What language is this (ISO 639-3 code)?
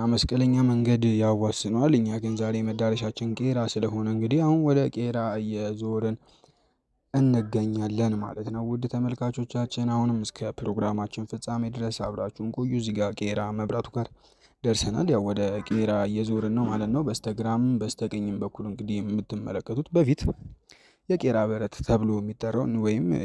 amh